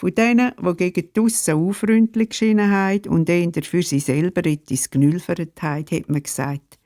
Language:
Swiss German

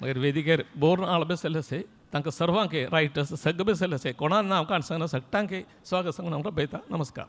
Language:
Konkani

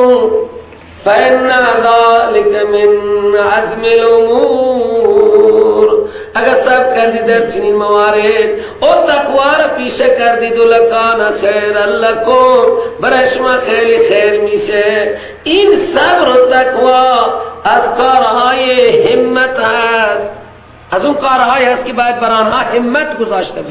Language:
Persian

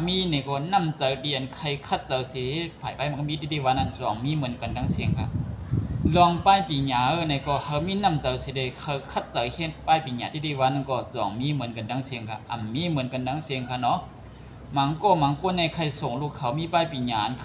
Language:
Shan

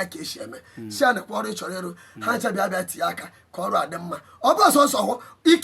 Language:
Igbo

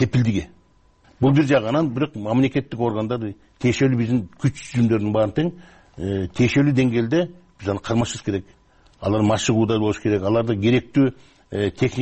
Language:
Kyrgyz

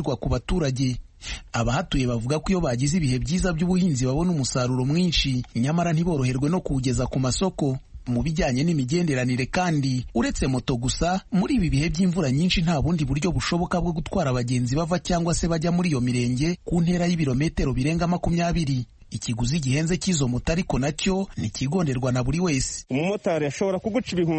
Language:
Kinyarwanda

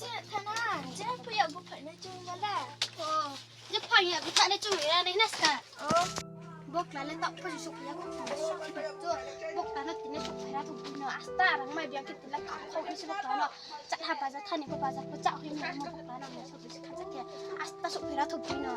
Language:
Riang (India)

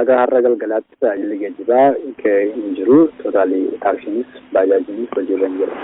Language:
Oromo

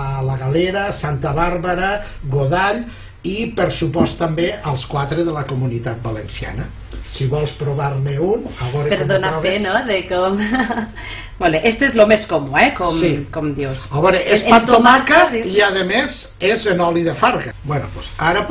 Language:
Catalan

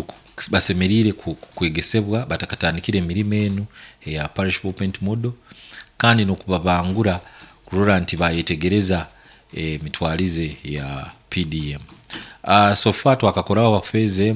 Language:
Nyankole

